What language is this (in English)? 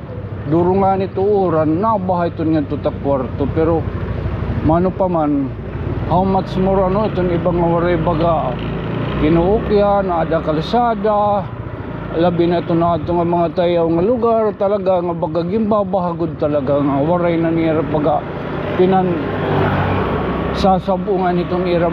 Waray